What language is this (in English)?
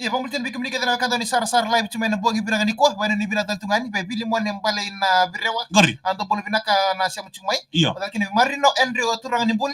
Fijian